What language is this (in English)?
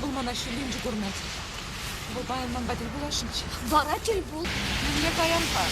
Chuvash